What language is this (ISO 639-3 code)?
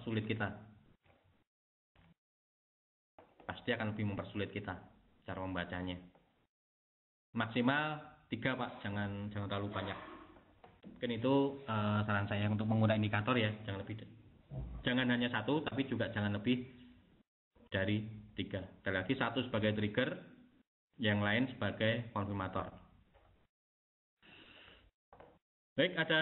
ind